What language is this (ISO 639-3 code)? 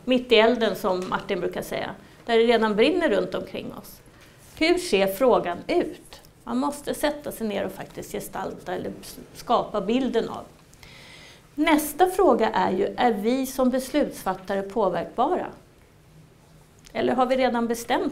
swe